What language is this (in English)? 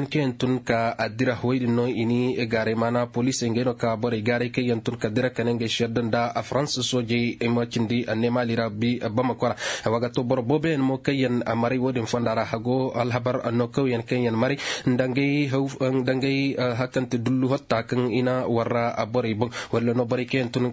Koyraboro Senni